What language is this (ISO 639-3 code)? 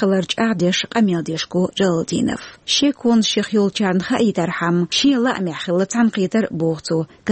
che